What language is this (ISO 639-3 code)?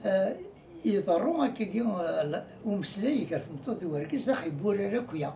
kab